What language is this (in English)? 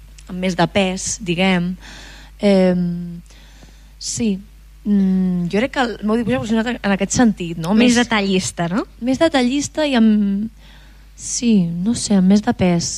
Catalan